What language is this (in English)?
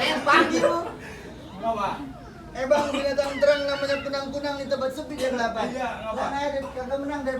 Betawi